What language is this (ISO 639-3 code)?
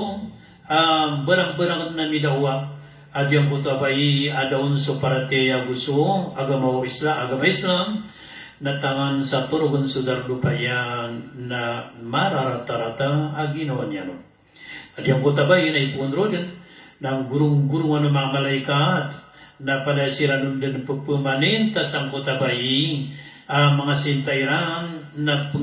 mrw